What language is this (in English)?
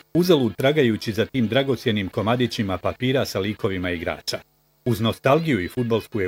Bosnian